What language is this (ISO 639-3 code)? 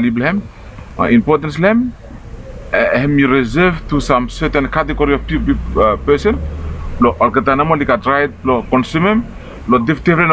bis